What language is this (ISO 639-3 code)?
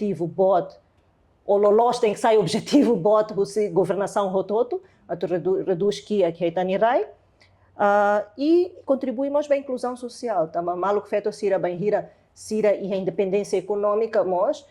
tet